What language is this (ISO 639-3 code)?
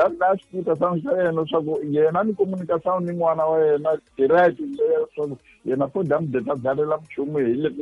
tso